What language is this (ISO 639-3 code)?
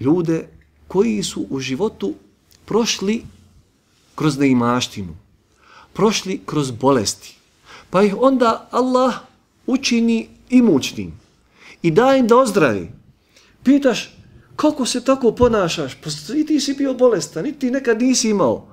bos